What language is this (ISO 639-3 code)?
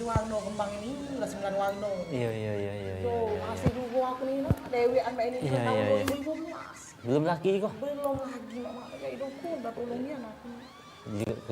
mui